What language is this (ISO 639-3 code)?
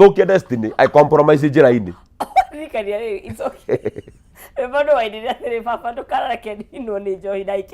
kik